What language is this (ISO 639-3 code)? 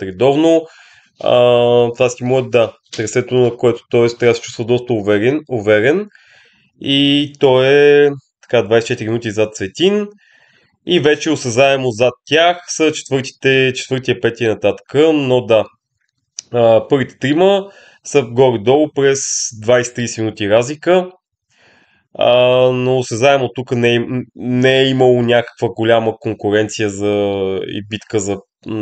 bul